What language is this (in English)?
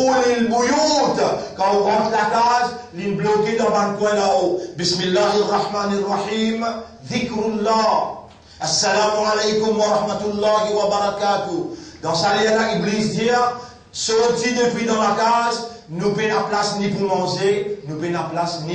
Morisyen